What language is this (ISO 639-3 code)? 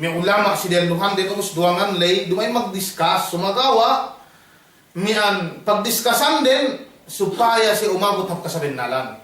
yka